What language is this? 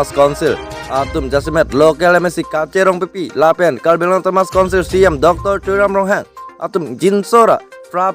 Karbi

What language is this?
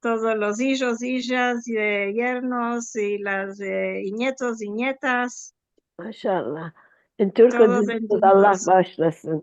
Ladino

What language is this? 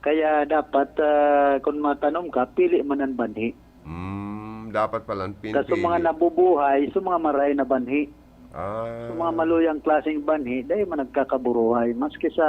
Bikol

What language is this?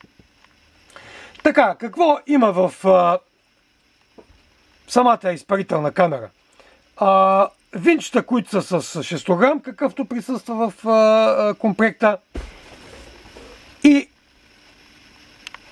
Bulgarian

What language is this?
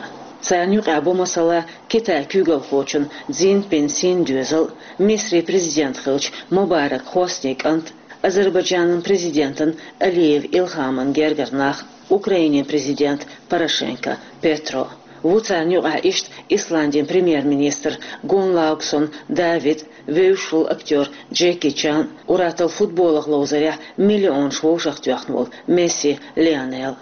Chechen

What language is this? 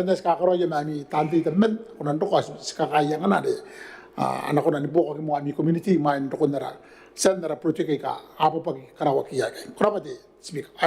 Gilbertese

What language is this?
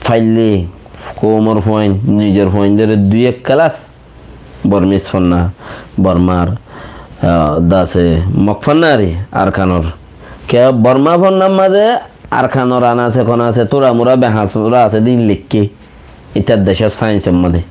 Rohingya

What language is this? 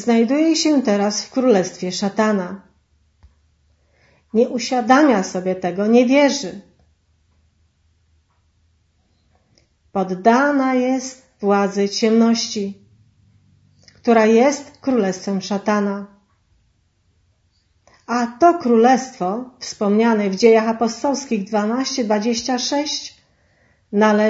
Polish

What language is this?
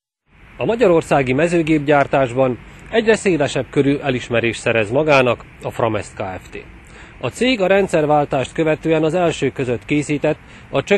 Hungarian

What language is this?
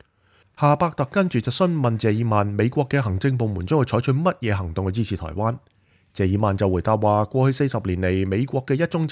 Cantonese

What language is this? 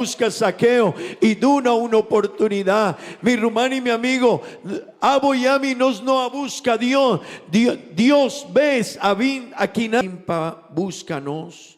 Papiamento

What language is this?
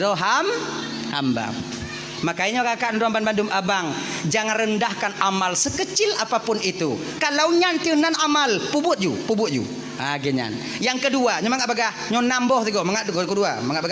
Achinese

